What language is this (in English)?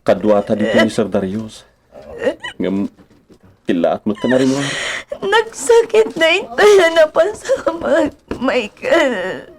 Iloko